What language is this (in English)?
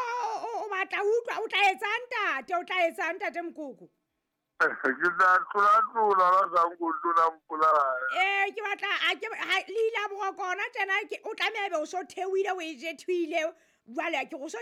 Southern Sotho